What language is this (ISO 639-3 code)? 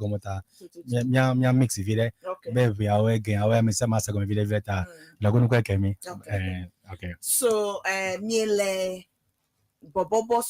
ewe